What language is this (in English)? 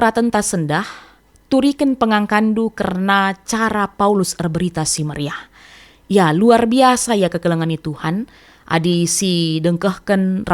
Batak Karo